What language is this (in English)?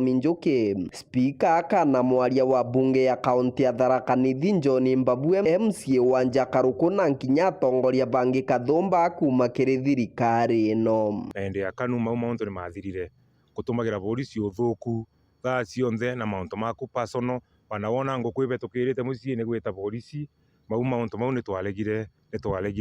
Meru